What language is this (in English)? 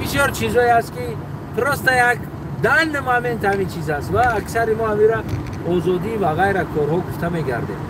Tajik